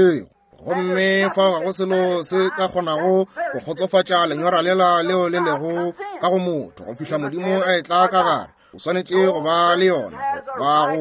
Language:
Northern Sotho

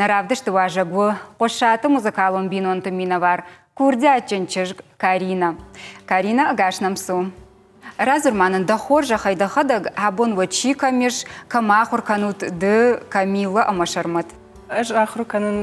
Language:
Ossetic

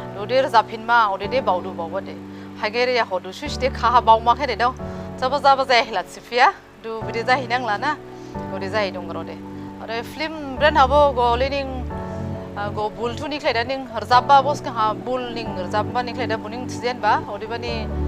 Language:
Dimasa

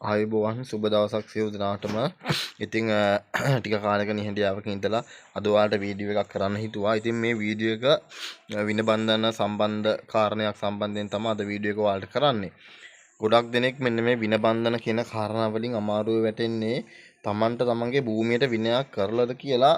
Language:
Sinhala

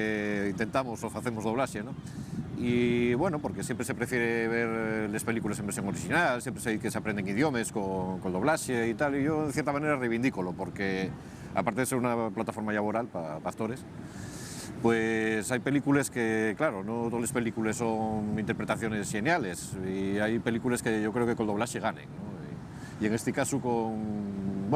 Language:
Asturian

